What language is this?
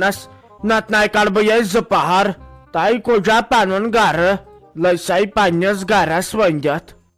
Kashmiri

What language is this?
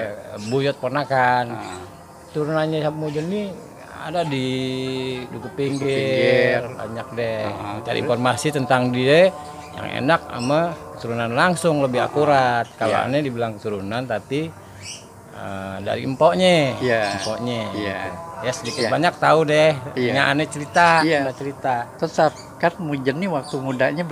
Betawi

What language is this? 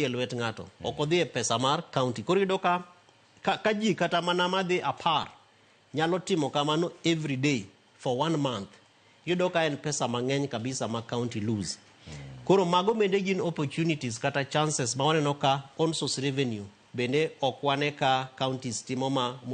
Luo (Kenya and Tanzania)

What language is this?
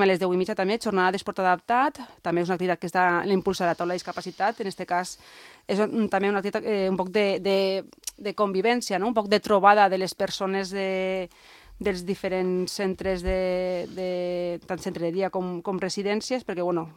Catalan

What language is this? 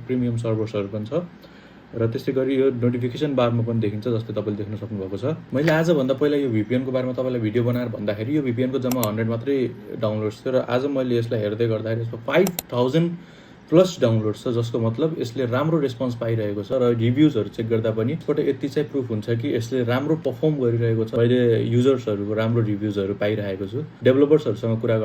Nepali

